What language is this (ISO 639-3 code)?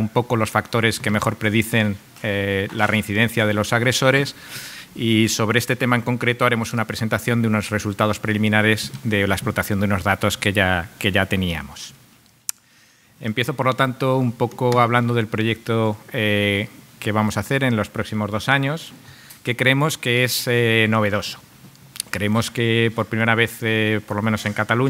spa